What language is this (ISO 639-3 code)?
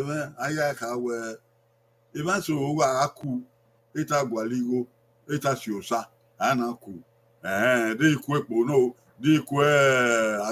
bin